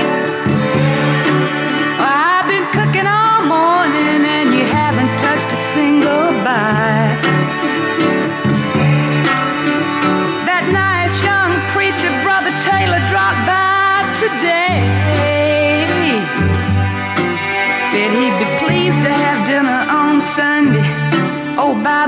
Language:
English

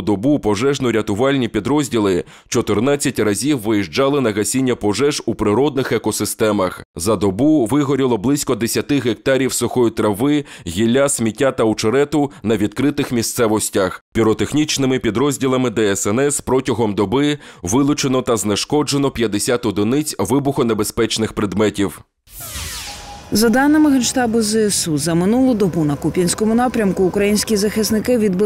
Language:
Ukrainian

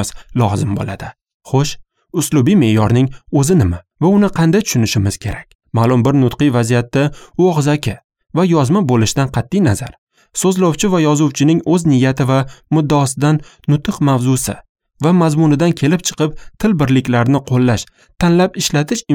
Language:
Uzbek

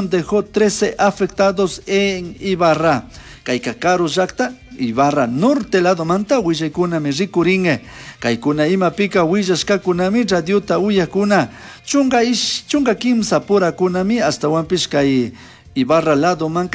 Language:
Chimborazo Highland Quichua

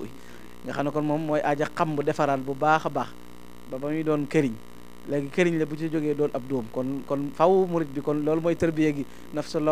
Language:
Wolof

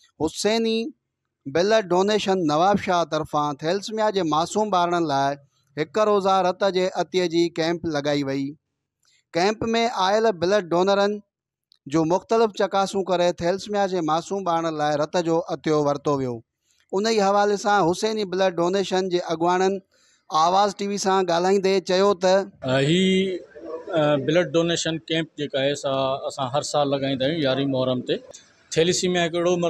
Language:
Sindhi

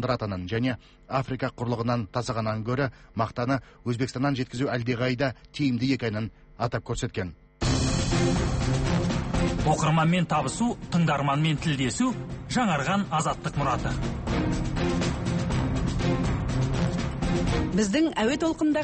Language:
Kazakh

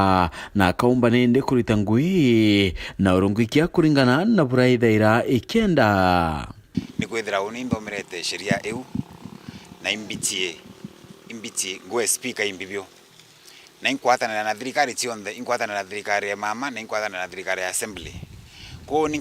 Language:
Meru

